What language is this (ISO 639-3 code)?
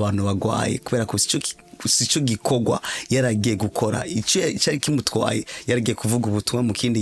run